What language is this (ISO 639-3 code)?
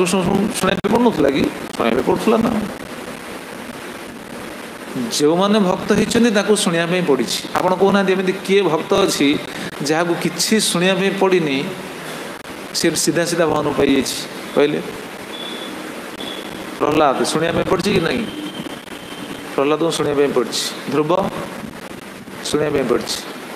ori